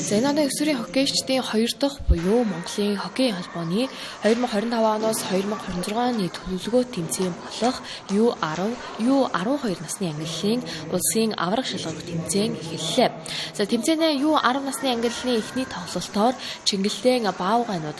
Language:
Mongolian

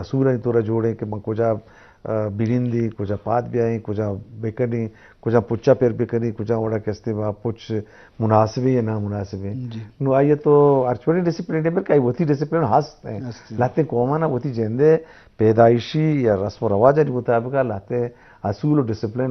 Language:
Eastern Balochi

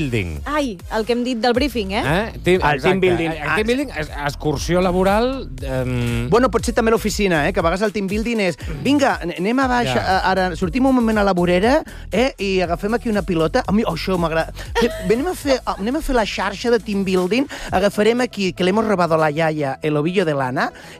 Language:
Catalan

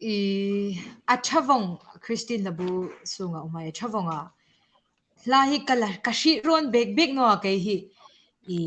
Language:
Hmar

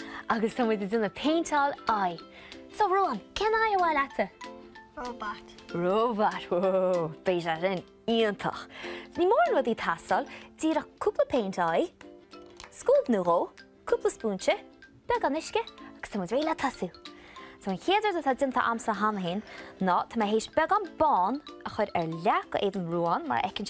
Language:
Irish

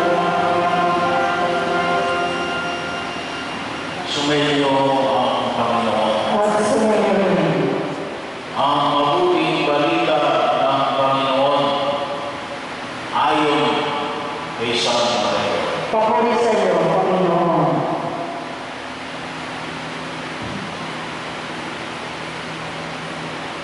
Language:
Filipino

